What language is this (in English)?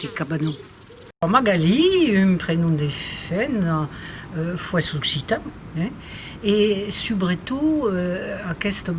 Occitan